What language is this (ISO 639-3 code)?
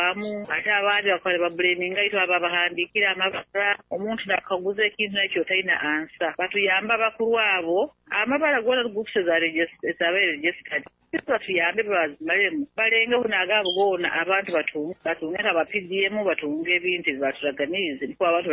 nyo